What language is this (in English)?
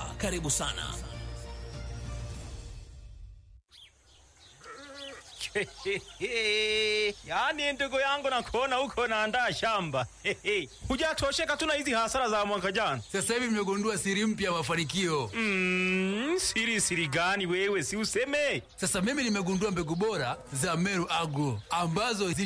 Swahili